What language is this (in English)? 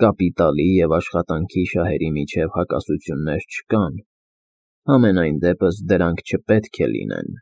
Armenian